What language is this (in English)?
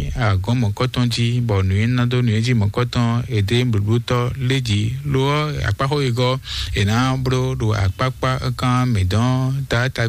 Fon